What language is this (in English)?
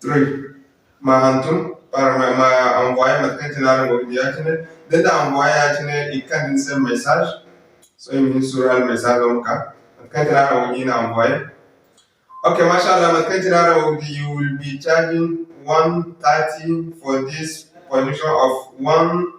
Zarma